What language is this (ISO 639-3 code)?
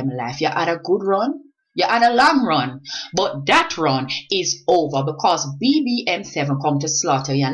jam